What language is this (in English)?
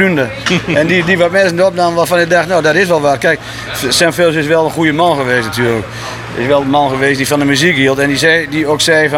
Dutch